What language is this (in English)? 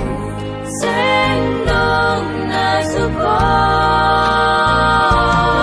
Batak Simalungun